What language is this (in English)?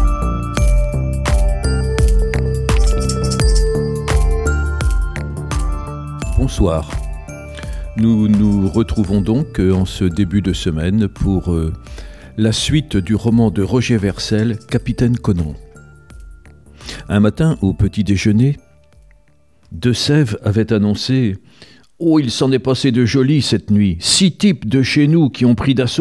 French